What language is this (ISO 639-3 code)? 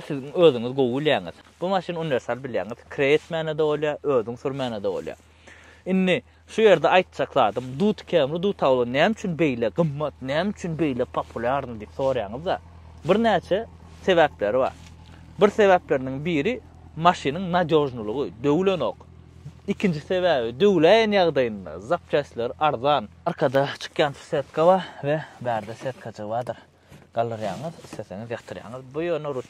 tuk